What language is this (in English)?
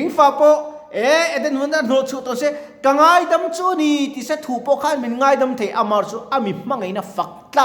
Mizo